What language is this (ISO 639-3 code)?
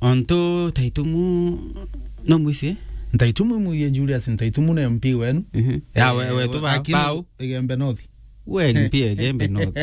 mer